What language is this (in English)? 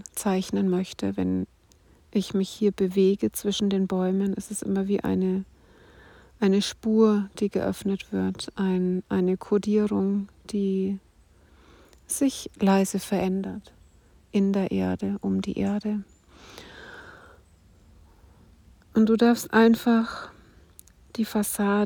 German